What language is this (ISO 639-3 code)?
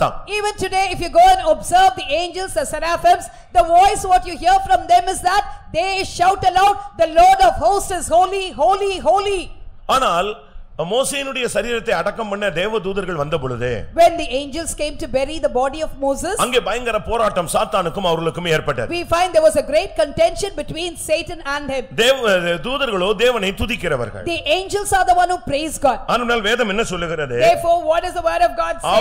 tam